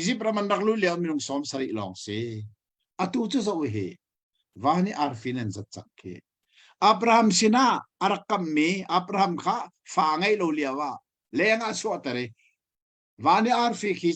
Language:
Hakha Chin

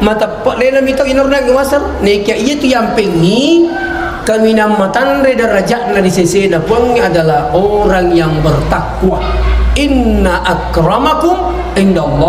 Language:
Buginese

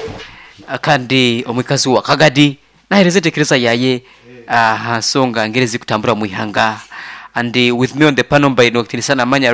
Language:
Nyoro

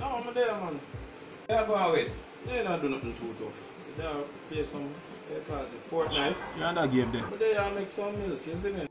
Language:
Jamaican Creole English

